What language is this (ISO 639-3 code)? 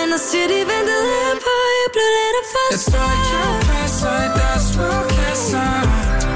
dan